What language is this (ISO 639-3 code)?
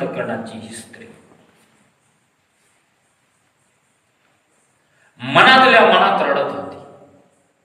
mar